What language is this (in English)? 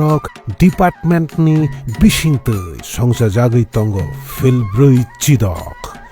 Kok Borok